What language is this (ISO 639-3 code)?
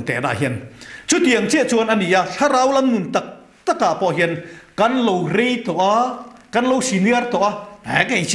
lus